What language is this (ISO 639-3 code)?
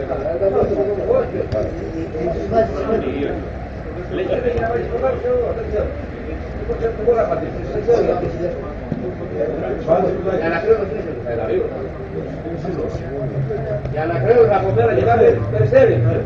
ell